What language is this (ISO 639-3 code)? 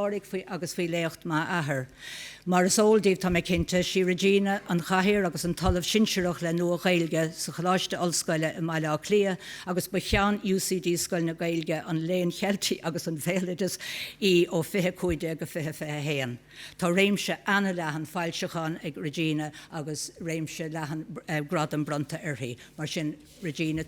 gle